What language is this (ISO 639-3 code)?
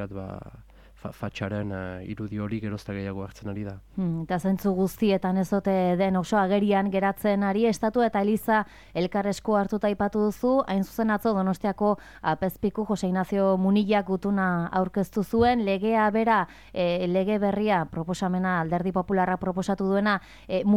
eus